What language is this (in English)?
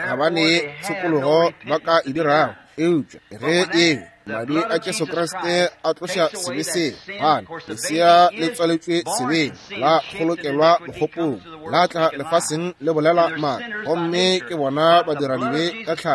Northern Sotho